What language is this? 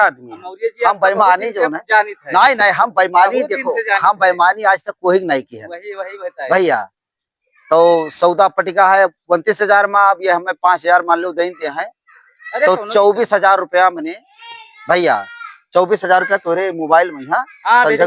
Awadhi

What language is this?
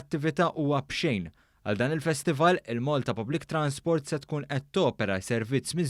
Maltese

